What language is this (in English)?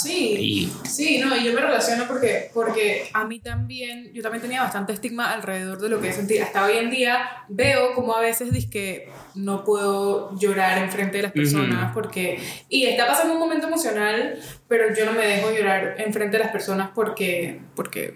Spanish